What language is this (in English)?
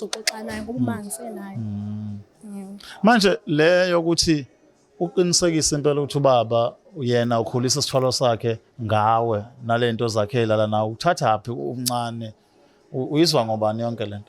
Zulu